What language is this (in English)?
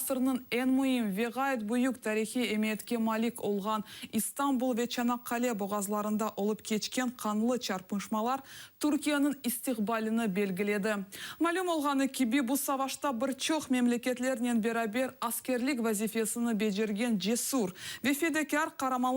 Crimean Tatar